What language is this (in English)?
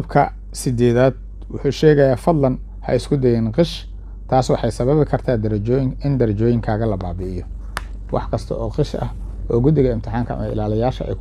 Somali